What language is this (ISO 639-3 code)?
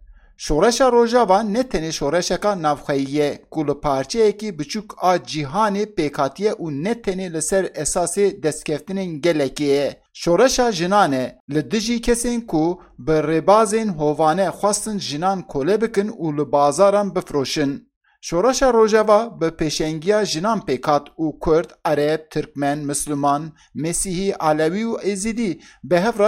kur